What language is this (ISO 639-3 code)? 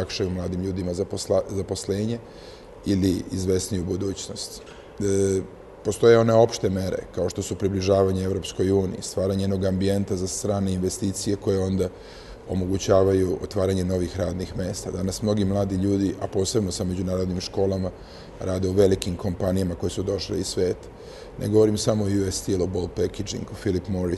srp